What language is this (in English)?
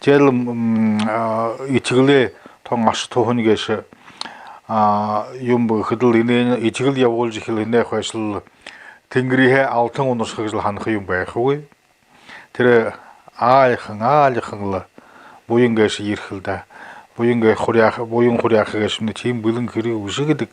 Buriat